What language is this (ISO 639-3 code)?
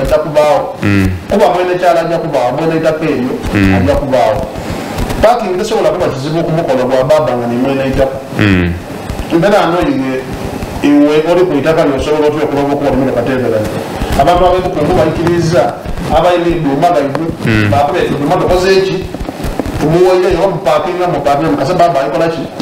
xog